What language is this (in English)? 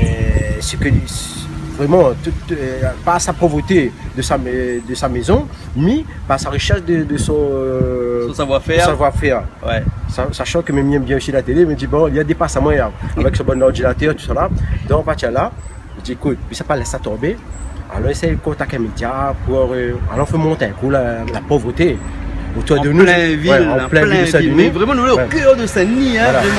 Réunion Creole French